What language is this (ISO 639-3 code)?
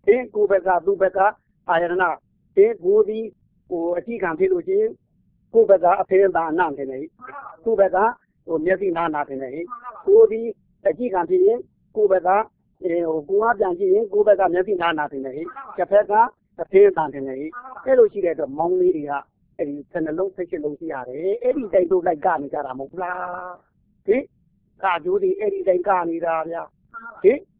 mya